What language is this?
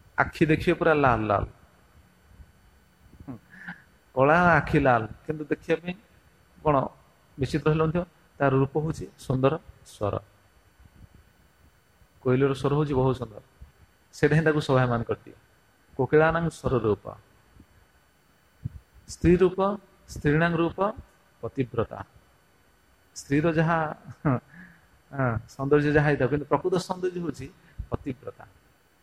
Odia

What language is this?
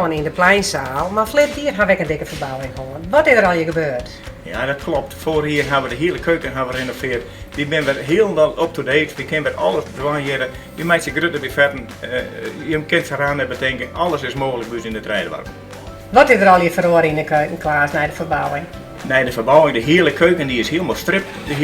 Western Frisian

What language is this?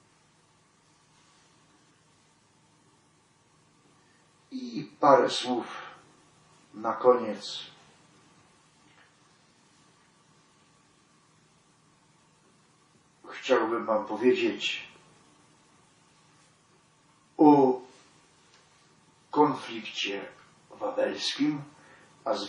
Polish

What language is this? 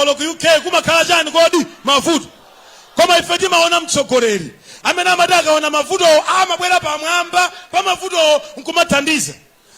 Nyanja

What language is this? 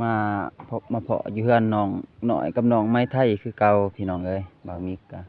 Lao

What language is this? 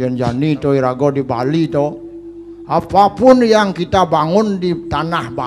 Balinese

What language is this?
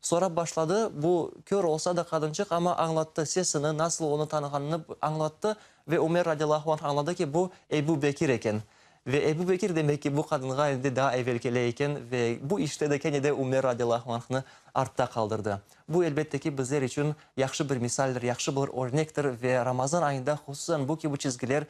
Crimean Tatar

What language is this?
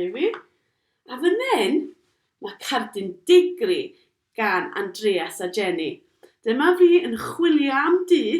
Welsh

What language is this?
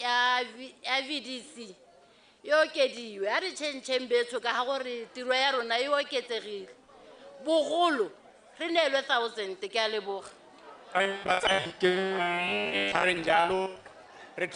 Tswana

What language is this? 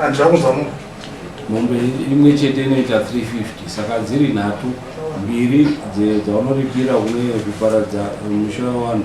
Shona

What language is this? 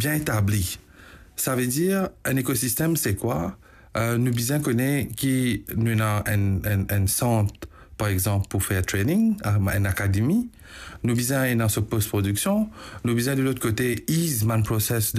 Morisyen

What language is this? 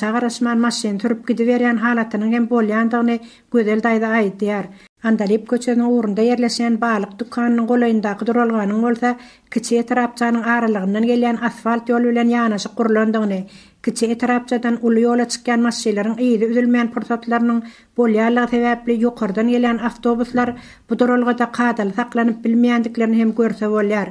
Turkmen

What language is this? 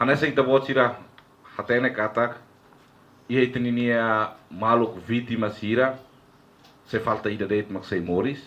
Tetum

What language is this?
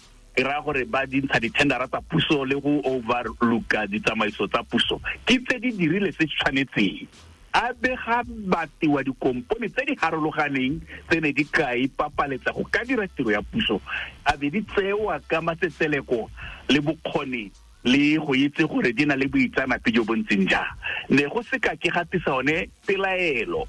Tswana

